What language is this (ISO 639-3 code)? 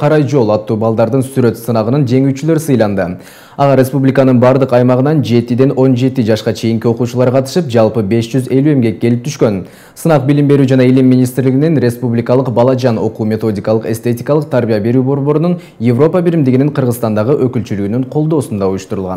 kir